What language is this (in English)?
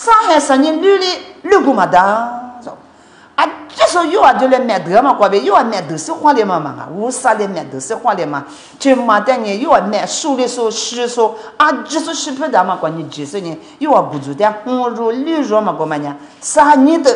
Lisu